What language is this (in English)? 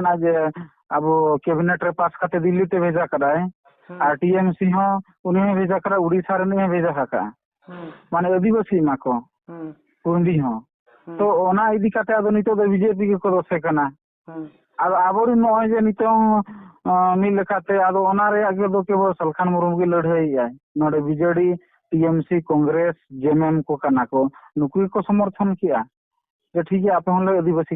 Santali